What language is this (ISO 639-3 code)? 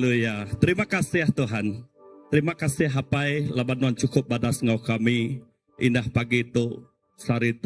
iba